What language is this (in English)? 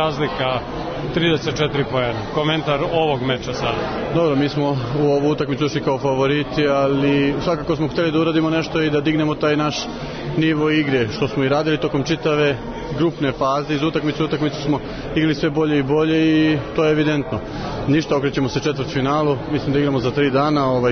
Serbian